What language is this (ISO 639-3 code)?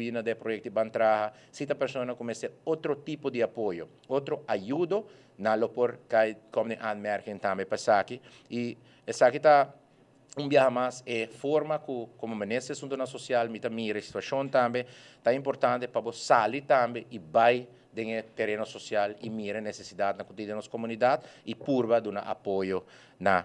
pap